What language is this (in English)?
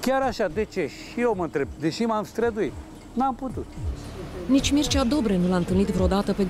Romanian